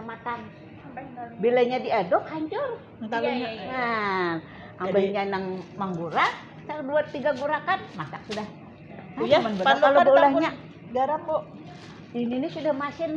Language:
Banjar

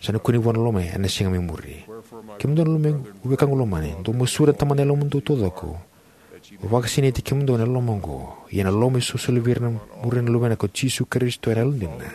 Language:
Fijian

